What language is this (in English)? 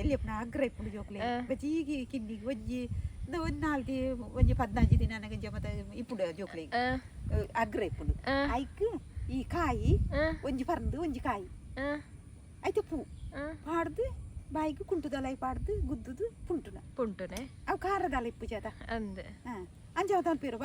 Tulu